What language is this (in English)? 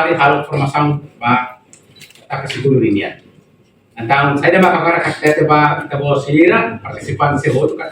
Tetum